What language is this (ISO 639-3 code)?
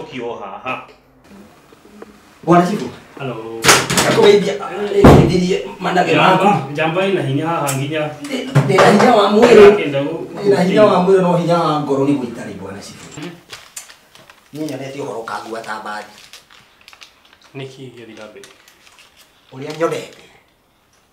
kik